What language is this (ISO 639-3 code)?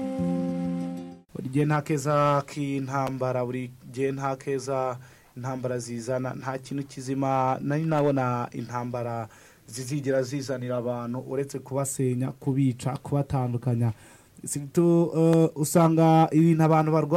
kin